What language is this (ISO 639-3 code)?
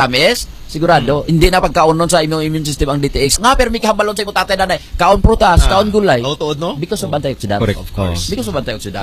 hil